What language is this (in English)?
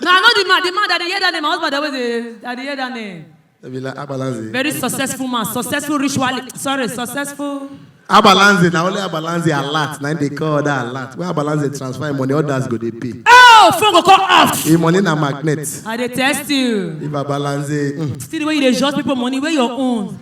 Nigerian Pidgin